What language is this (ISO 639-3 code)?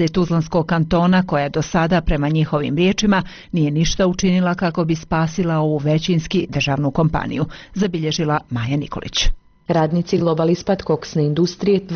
bos